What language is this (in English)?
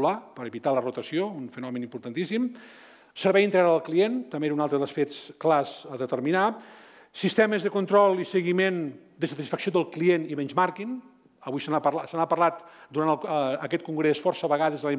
Catalan